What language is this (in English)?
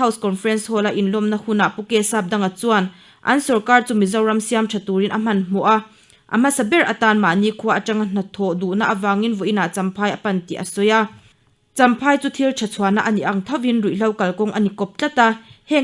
Mizo